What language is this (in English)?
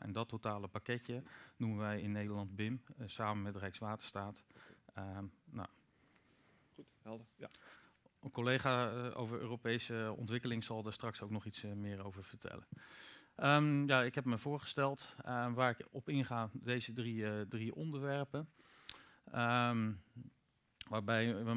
Dutch